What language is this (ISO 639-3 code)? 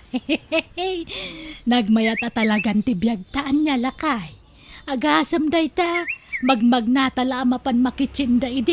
ilo